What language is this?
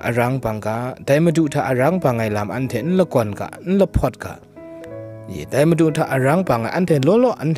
Kachin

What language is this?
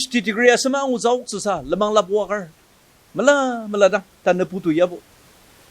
Ao Naga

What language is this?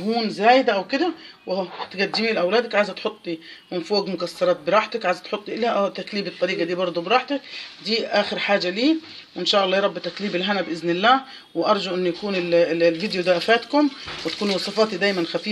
Egyptian Arabic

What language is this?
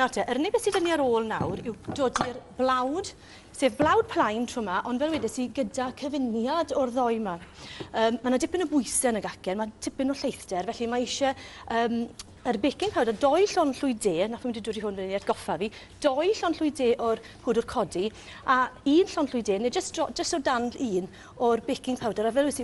Welsh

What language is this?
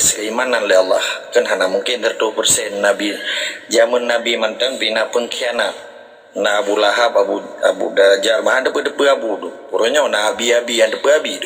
Achinese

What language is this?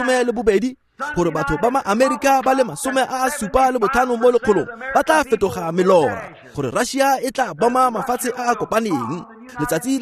Tswana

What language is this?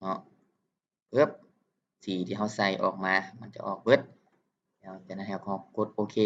Lao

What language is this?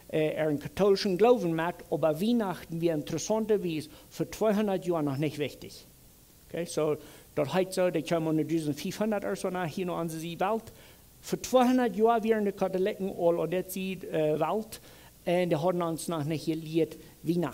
Plautdietsch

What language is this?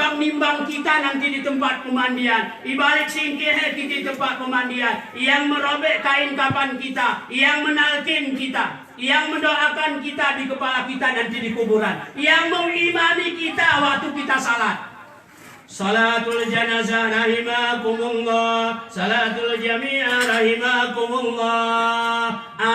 Gayo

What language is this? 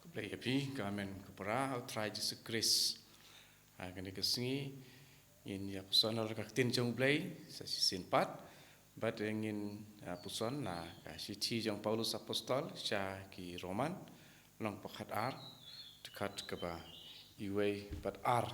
Khasi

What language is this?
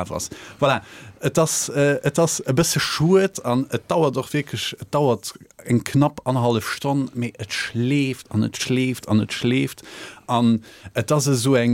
Luxembourgish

